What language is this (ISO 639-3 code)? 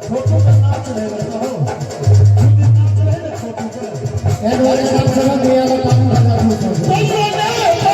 mai